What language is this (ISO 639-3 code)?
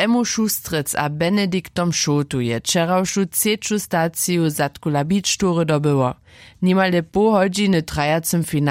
hsb